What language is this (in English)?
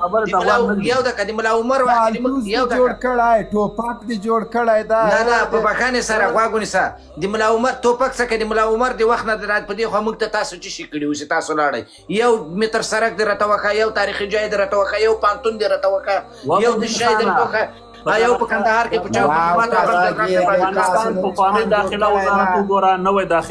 Pashto